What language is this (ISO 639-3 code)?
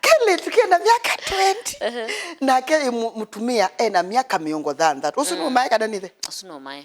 kam